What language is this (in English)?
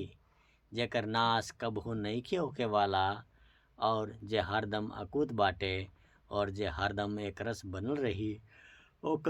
Bhojpuri